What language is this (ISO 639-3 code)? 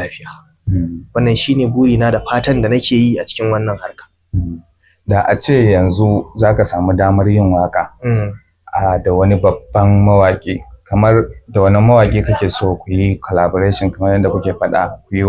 hau